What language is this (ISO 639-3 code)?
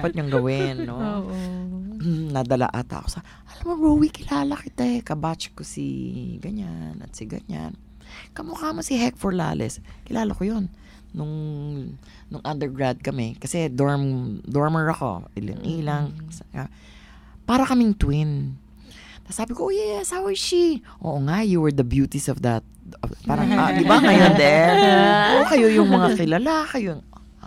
fil